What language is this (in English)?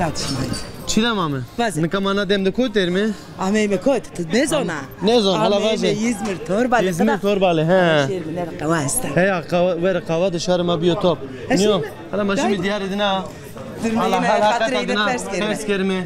Zaza